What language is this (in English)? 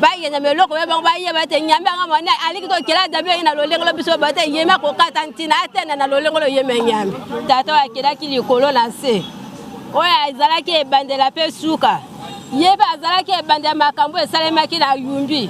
Lingala